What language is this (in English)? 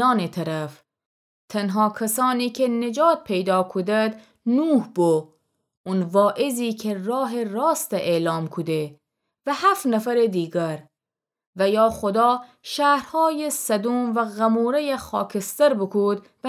Gilaki